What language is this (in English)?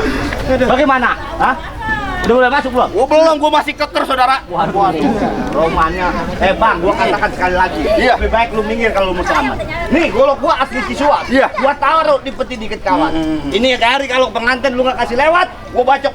Betawi